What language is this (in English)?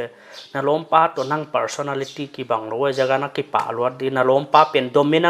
Paite Chin